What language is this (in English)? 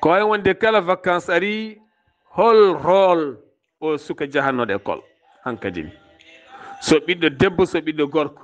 Fula